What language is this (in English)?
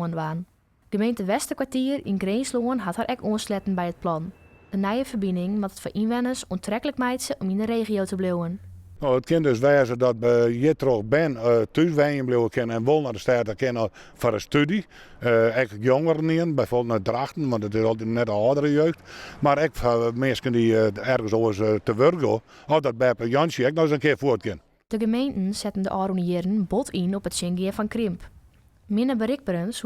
Western Frisian